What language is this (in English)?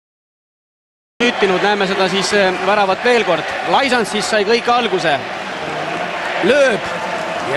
Estonian